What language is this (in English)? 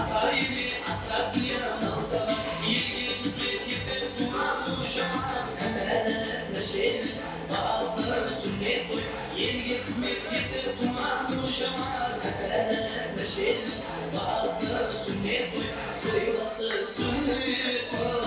Kara-Kalpak